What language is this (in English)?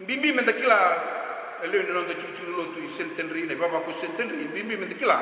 Fijian